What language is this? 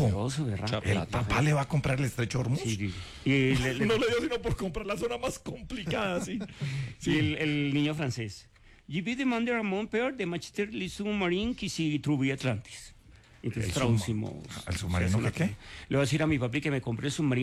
Spanish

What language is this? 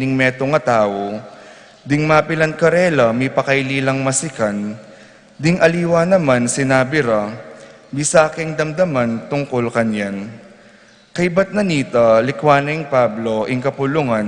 Pampanga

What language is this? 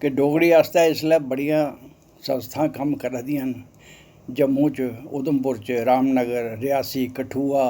Dogri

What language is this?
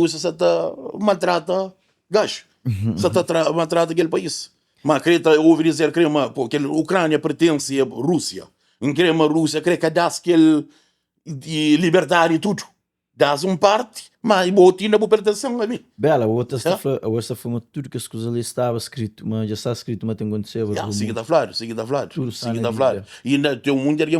Kabuverdianu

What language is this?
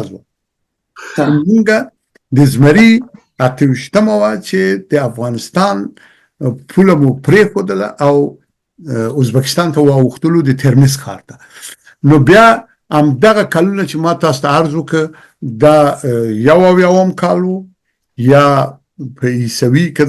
Pashto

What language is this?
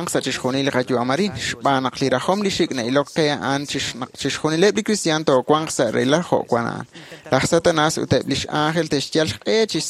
Kekchí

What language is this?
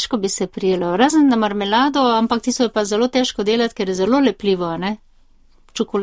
Slovenian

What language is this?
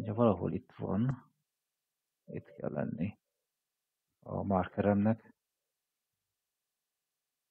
Hungarian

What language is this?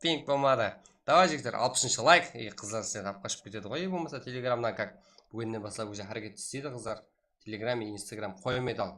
Kara-Kalpak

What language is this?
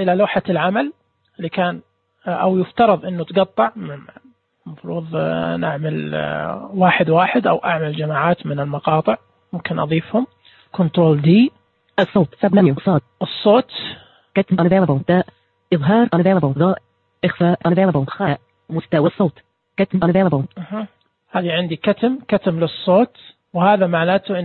Najdi Arabic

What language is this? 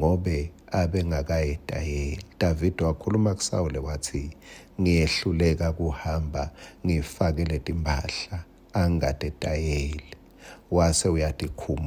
Swati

